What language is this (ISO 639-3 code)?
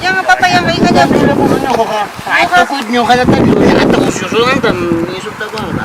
quy